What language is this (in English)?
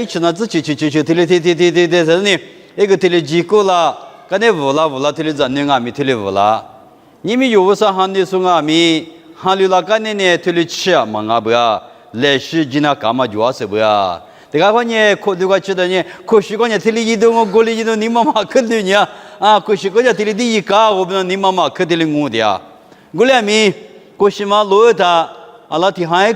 Lisu